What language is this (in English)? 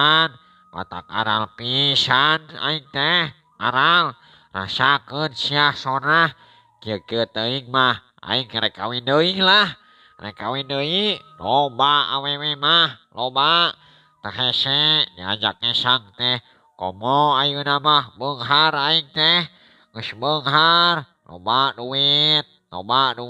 Sundanese